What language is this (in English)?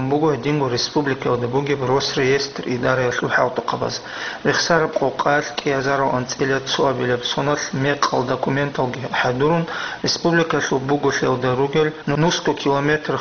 Avaric